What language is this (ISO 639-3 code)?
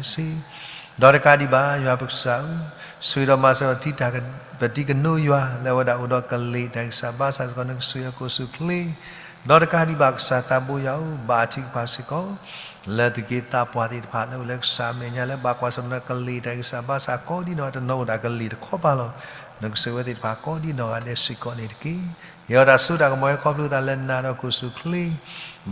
ksw